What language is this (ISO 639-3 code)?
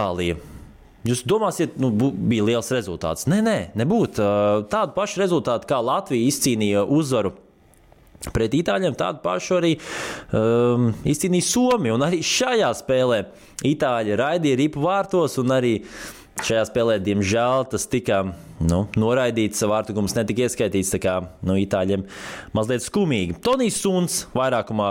lav